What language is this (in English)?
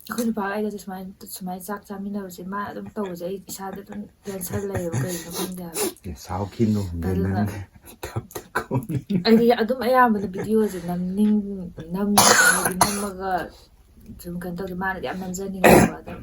Manipuri